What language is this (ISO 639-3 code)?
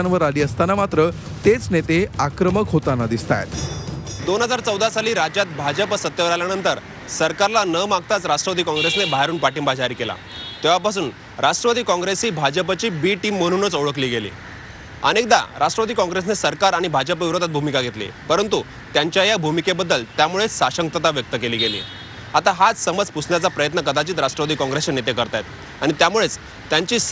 mar